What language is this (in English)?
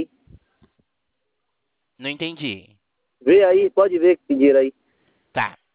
Portuguese